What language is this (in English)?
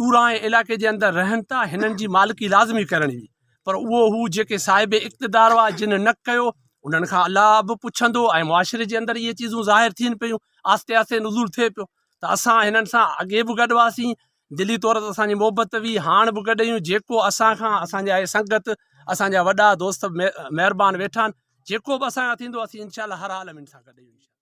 Sindhi